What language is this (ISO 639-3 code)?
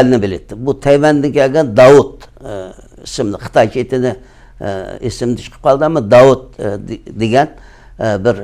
uig